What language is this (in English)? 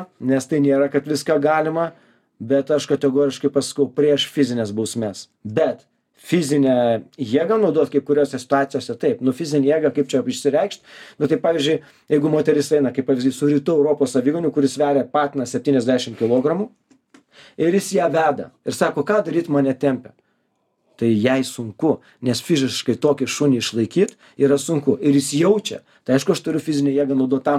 Lithuanian